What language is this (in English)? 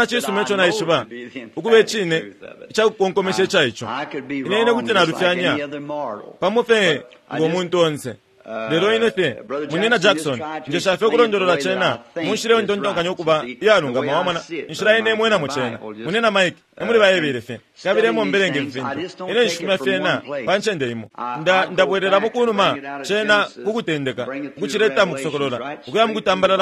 Bemba